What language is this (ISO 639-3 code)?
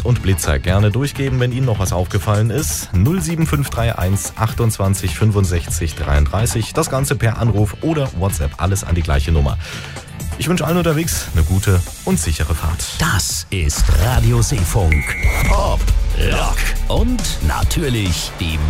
deu